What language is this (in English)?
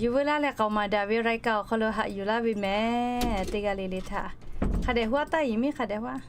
Lahu